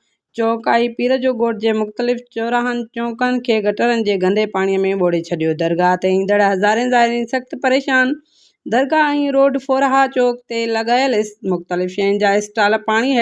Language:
Sindhi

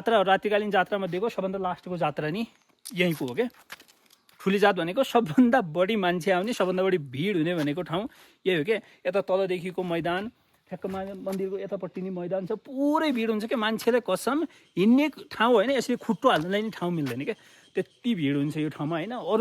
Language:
Nepali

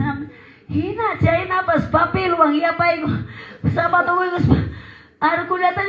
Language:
Quechua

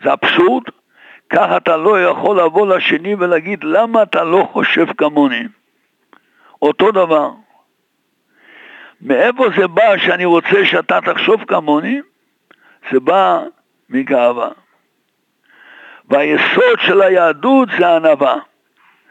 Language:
Hebrew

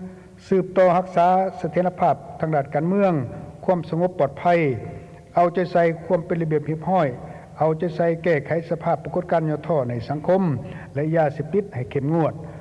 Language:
Lao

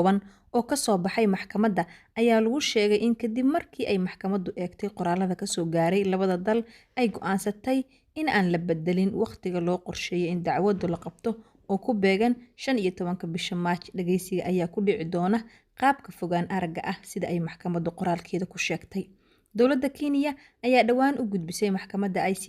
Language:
Somali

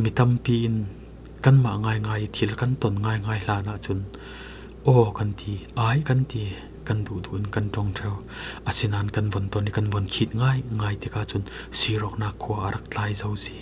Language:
Falam Chin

